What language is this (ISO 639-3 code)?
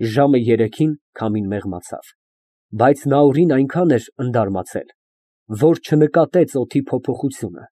hye